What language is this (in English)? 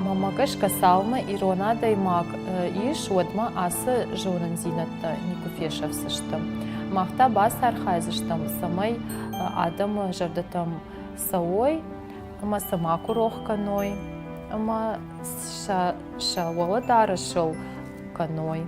Ossetic